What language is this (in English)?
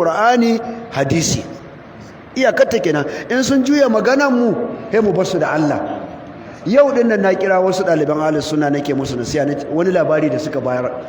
Hausa